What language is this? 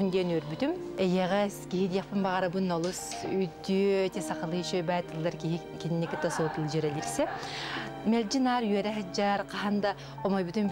Yakut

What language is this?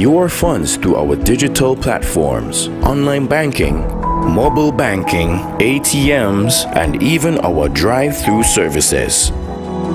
English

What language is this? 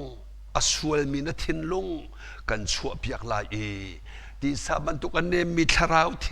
Hakha Chin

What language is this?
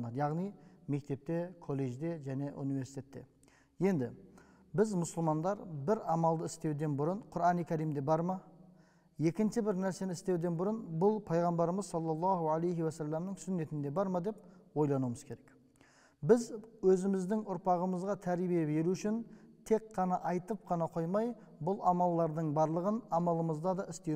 Kazakh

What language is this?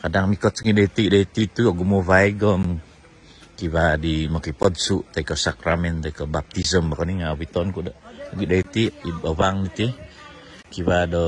Central Dusun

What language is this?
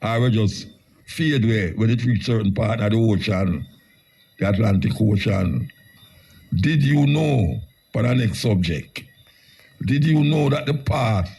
Jamaican Creole English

